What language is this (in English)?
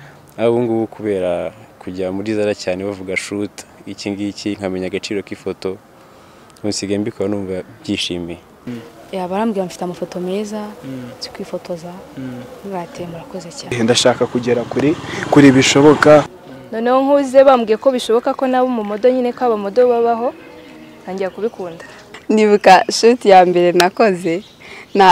Kinyarwanda